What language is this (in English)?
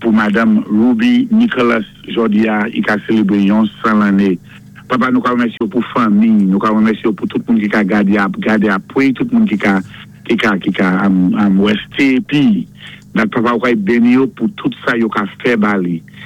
Saint Lucian Creole French